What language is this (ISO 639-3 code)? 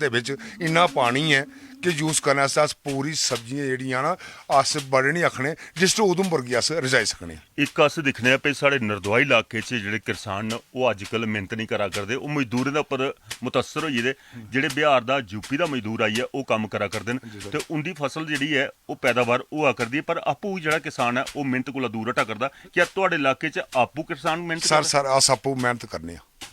doi